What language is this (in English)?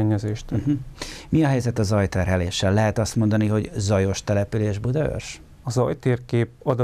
Hungarian